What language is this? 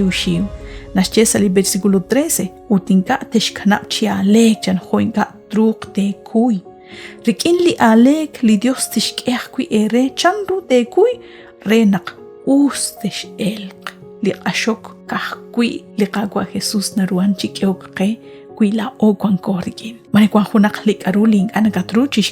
Kekchí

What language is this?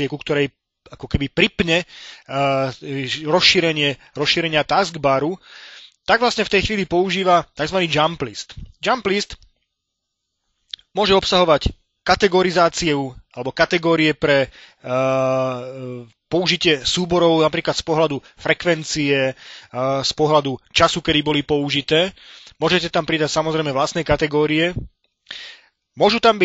Slovak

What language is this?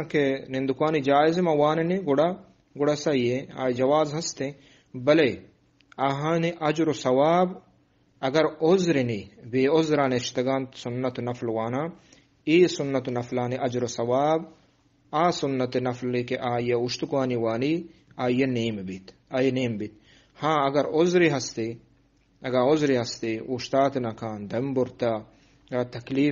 Eastern Balochi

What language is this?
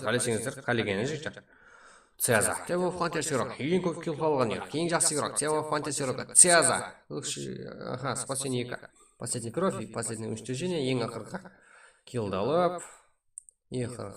Kara-Kalpak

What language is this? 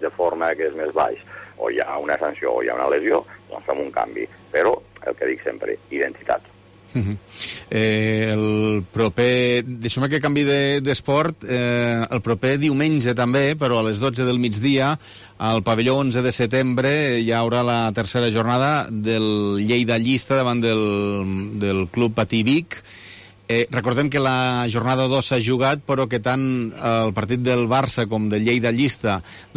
Catalan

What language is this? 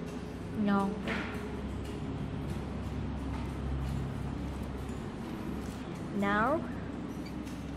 Vietnamese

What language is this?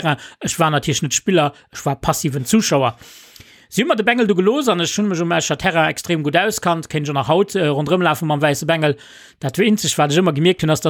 Luxembourgish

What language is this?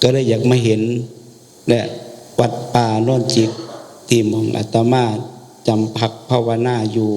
Northeastern Thai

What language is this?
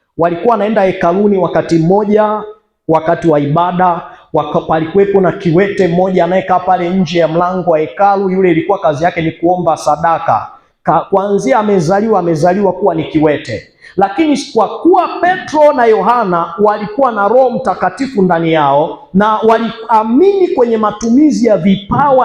Swahili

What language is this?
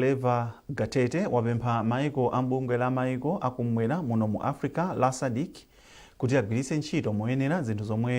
Nyanja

